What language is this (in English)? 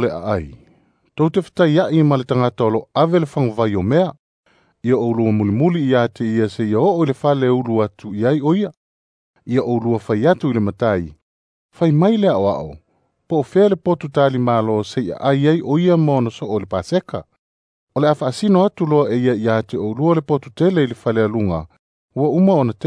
Samoan